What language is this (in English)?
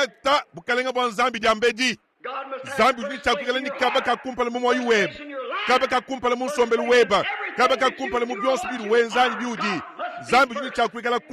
Luba-Lulua